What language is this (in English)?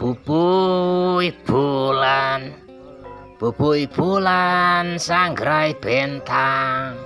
Sundanese